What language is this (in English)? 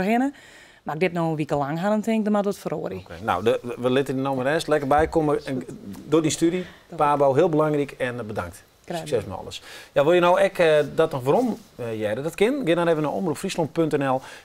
Western Frisian